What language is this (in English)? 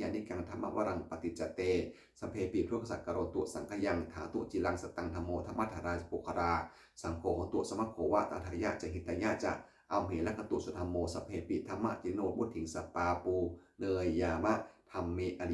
Pali